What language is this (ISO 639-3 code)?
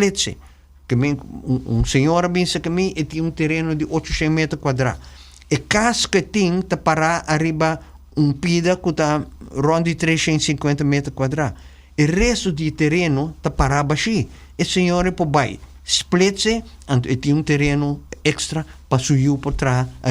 pap